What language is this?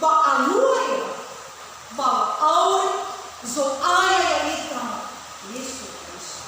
Nias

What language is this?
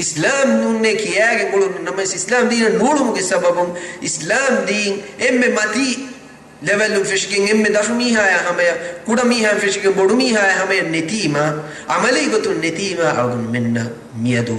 Divehi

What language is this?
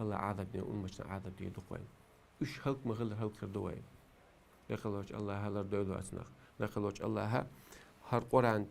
Chechen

